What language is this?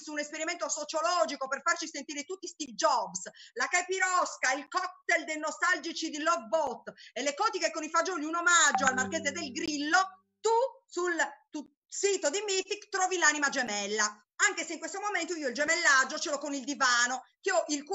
Italian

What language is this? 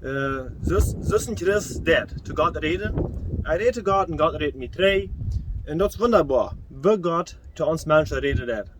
Plautdietsch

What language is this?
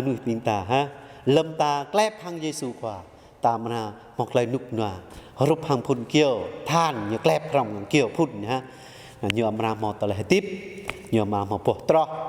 Jarai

